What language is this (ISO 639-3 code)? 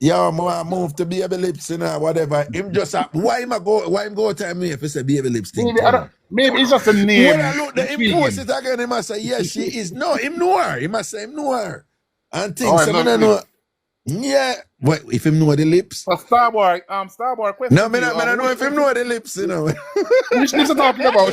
jam